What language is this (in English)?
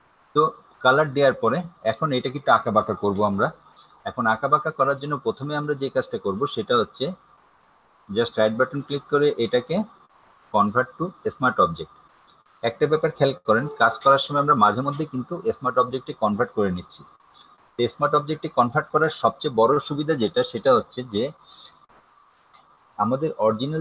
Bangla